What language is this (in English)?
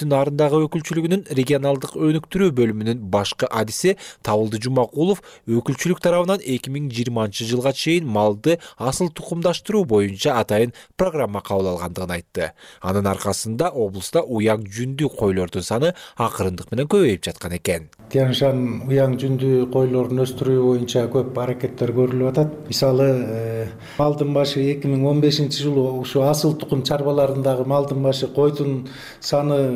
Kyrgyz